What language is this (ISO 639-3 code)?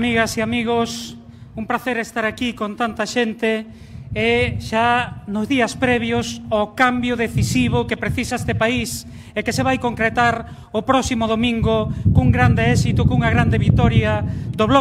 glg